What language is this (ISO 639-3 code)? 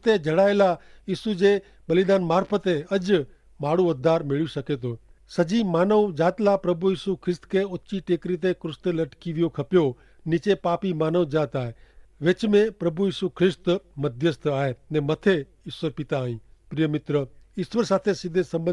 kfr